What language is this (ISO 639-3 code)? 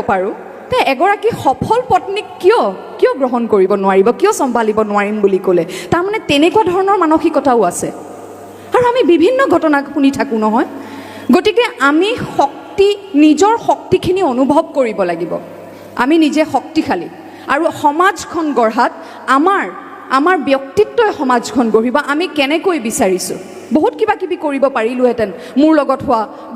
asm